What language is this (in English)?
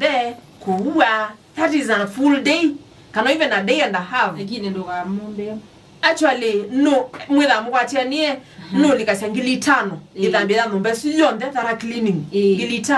Kamba